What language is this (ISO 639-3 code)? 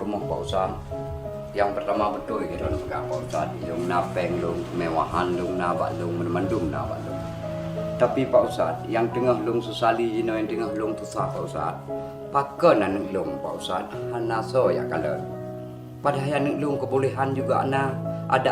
ace